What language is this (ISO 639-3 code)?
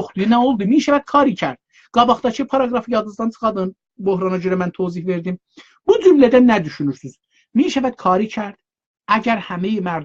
azb